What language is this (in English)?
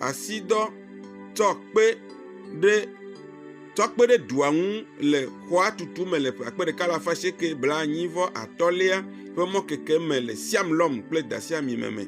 Ewe